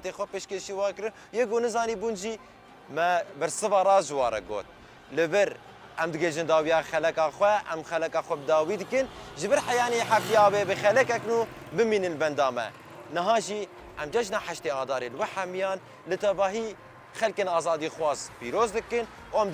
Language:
Kurdish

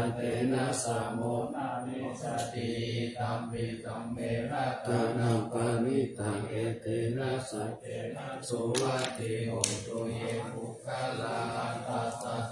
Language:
Pali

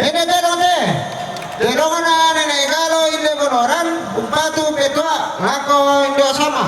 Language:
Toraja-Sa'dan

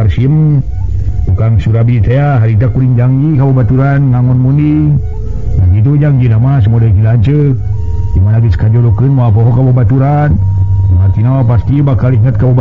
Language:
Sundanese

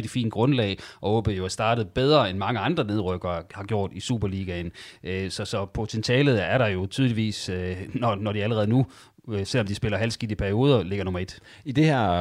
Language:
Danish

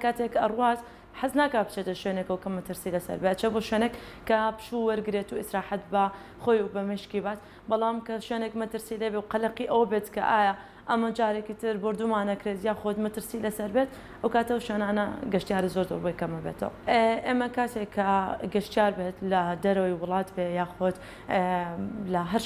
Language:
Central Kurdish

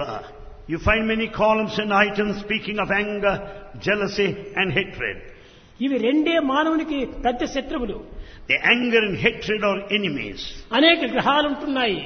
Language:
Telugu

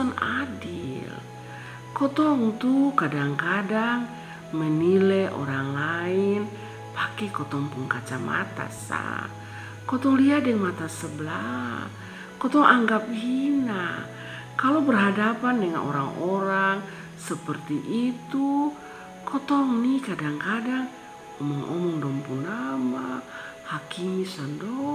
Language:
Kupang Malay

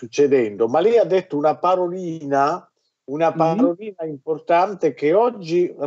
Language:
Italian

